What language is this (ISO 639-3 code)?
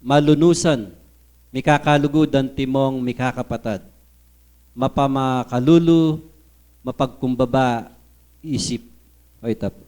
pam